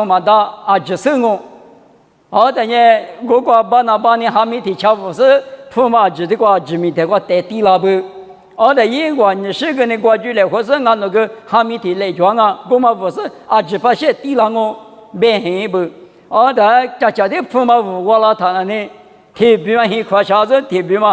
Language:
Lisu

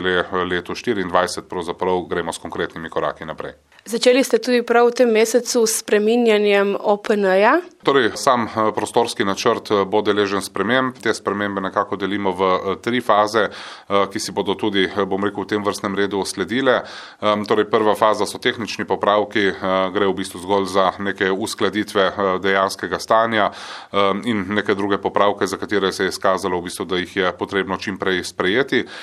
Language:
Slovenian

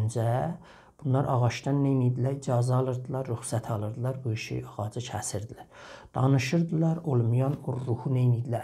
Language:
South Azerbaijani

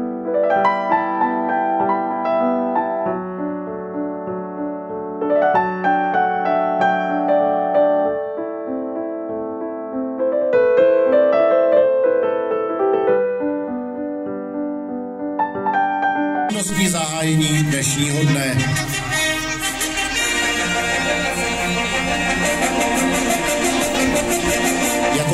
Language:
Czech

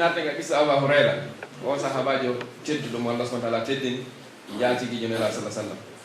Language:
Pular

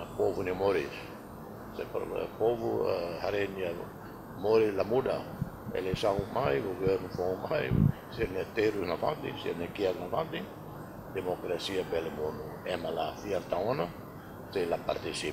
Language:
Tetum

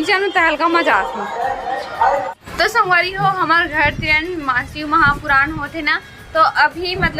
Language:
Chhattisgarhi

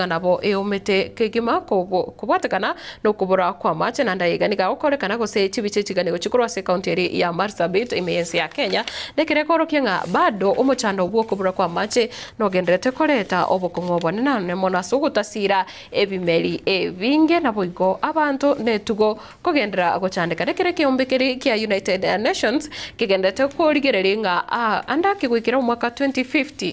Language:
Gusii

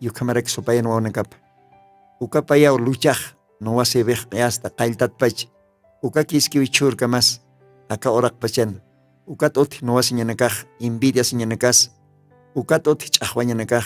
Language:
Aymara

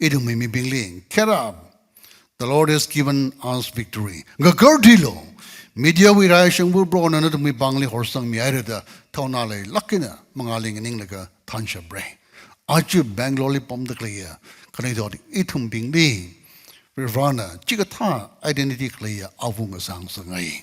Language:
Tangkhul Naga (India)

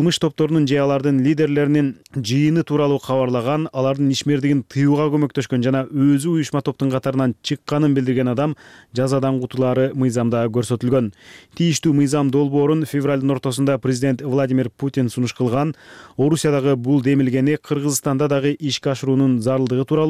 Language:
Kyrgyz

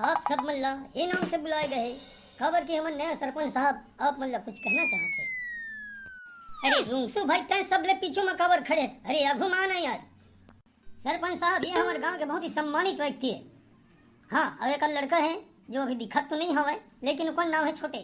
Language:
Chhattisgarhi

